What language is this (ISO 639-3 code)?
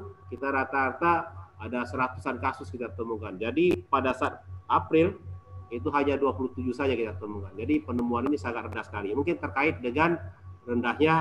ind